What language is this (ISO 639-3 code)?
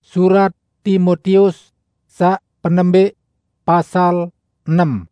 sas